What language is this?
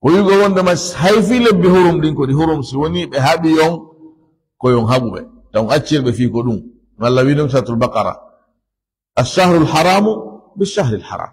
Fula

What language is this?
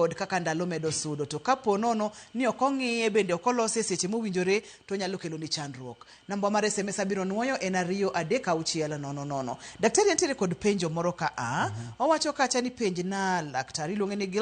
Luo (Kenya and Tanzania)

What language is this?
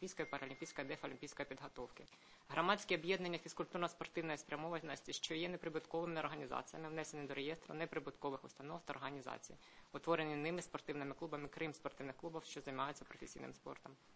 Ukrainian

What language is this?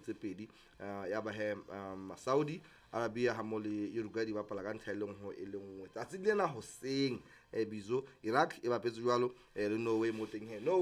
Southern Sotho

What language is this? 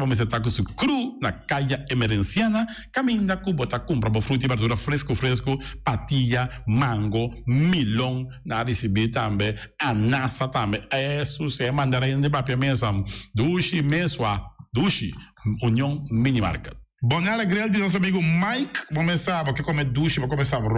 Papiamento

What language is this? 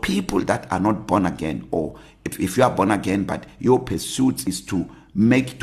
English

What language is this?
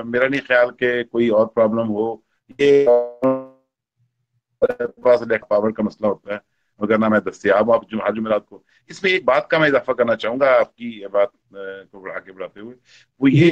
Urdu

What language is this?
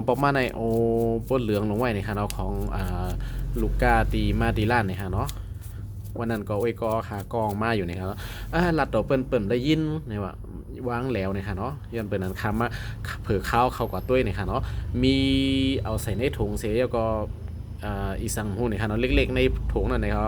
Shan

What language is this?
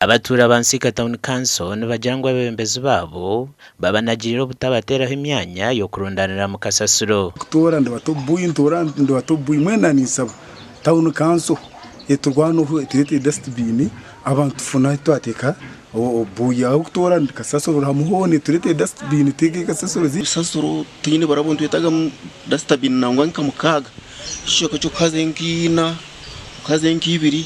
Nyankole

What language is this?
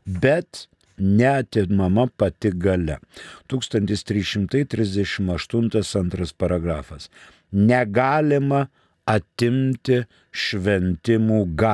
Lithuanian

